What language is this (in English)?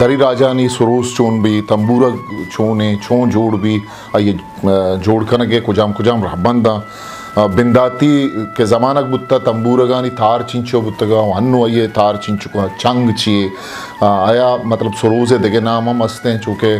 Eastern Balochi